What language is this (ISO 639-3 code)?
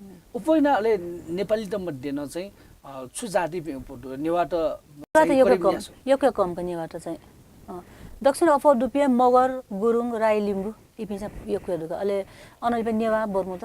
new